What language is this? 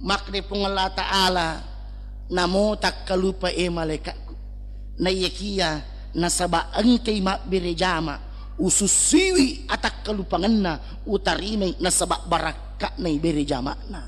Buginese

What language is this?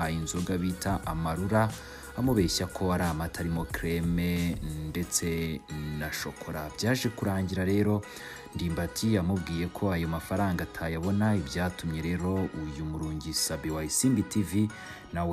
Kinyarwanda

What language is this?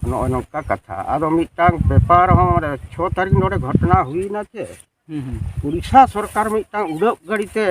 Santali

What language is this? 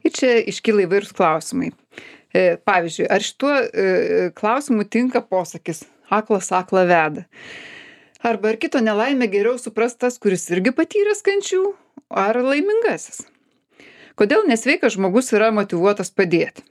Lithuanian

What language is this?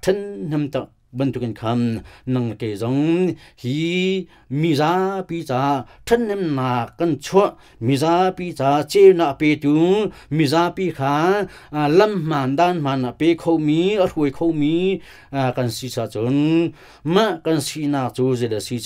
Hakha Chin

